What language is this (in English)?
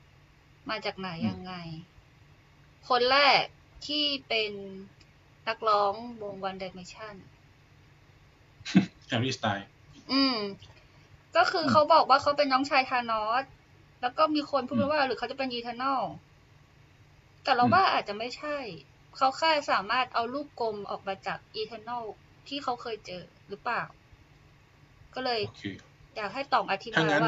Thai